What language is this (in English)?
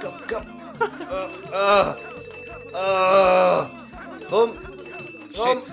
Swiss German